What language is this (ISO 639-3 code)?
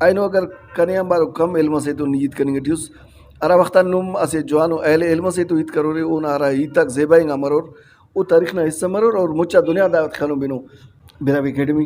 brh